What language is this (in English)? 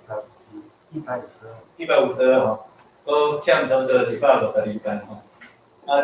Min Nan Chinese